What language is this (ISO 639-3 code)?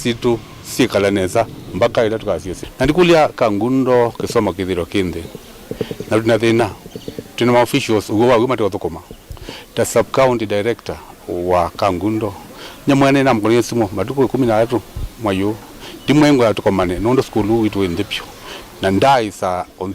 kam